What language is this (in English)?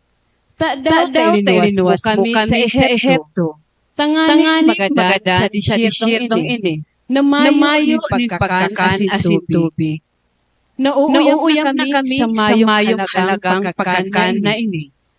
Bikol